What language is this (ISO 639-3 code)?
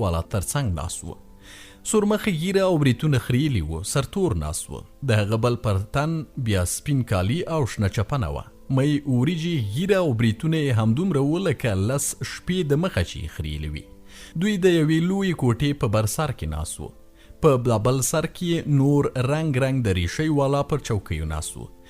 pus